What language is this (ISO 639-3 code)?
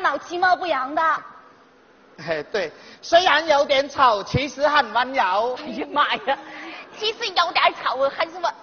zho